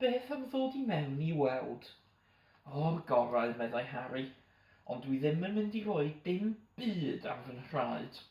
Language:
Welsh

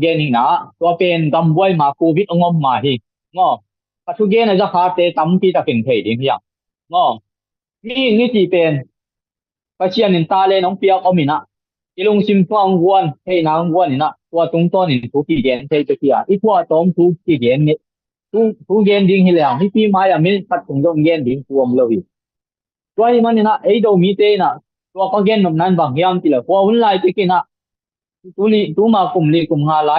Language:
Tedim Chin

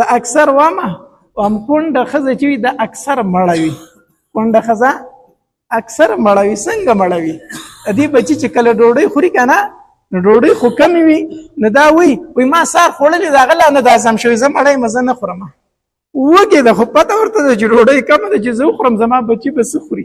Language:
Pashto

